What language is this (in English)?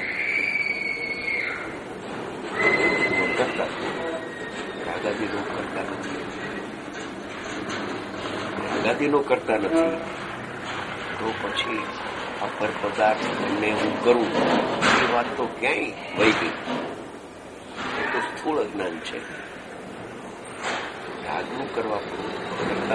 Gujarati